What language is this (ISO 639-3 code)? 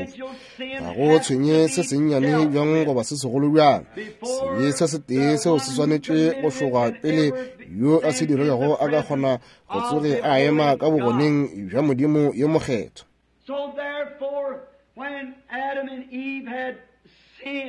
nso